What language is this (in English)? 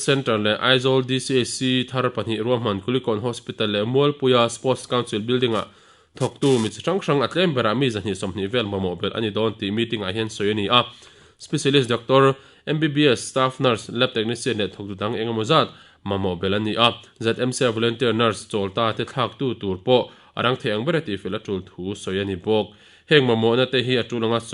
Mizo